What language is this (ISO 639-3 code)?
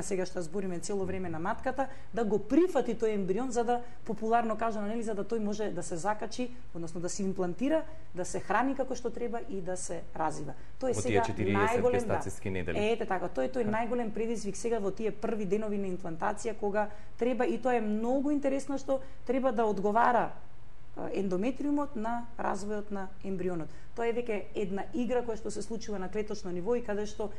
mkd